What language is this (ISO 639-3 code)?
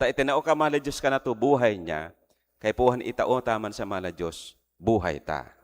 bik